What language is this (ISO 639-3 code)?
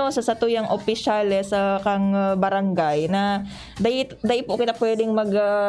bik